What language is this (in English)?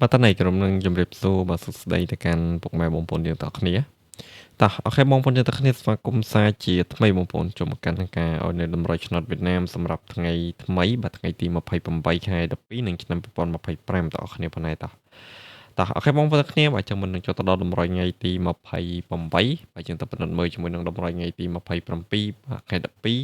Khmer